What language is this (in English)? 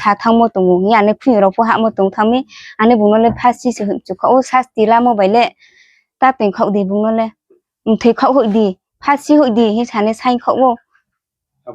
Riang (India)